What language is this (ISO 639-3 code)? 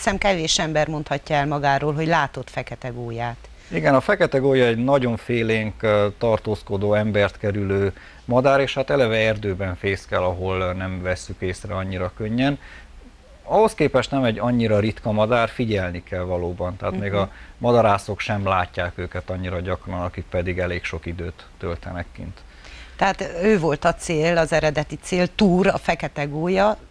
hun